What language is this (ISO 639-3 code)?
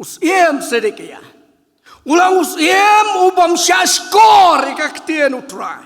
kha